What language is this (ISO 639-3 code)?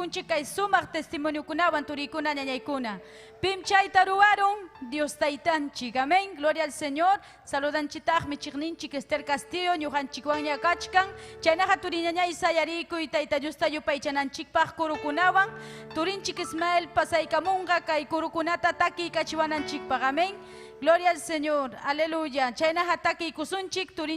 quy